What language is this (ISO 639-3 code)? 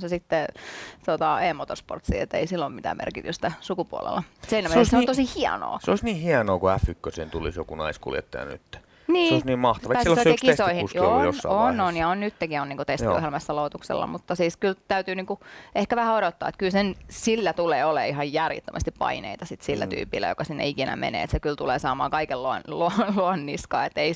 fin